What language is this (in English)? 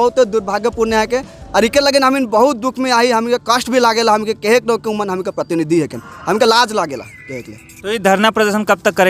Sadri